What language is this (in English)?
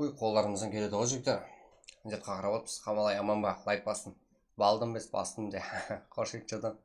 Kara-Kalpak